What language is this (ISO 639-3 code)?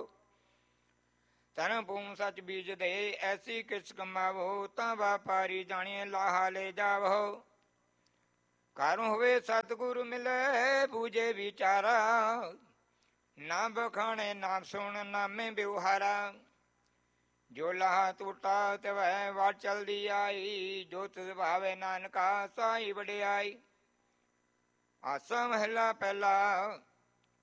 pan